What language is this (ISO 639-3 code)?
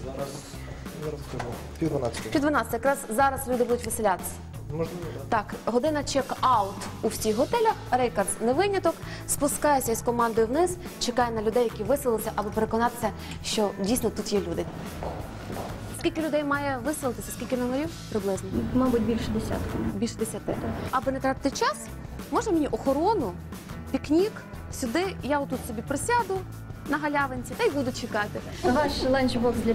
ukr